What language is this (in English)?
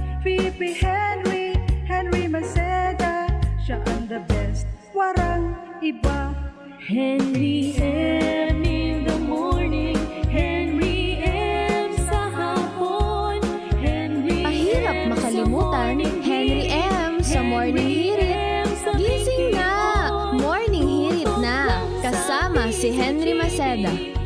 Bikol